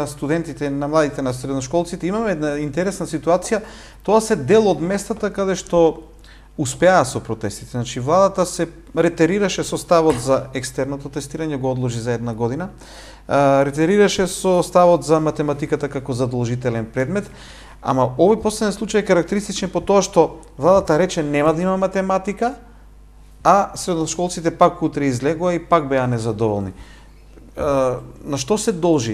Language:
Macedonian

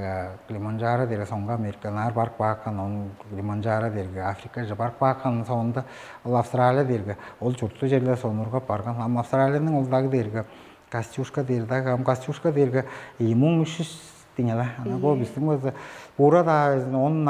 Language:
Tuvinian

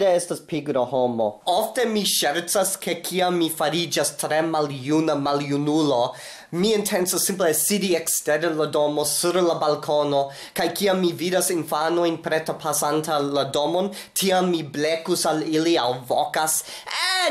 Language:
Esperanto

